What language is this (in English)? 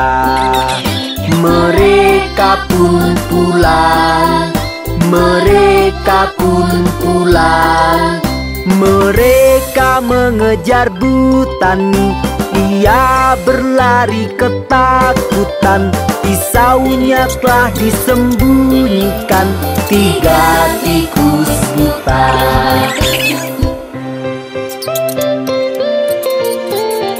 Indonesian